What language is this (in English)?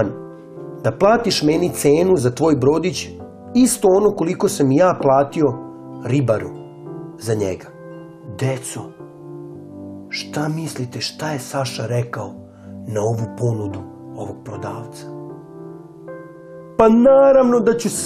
Serbian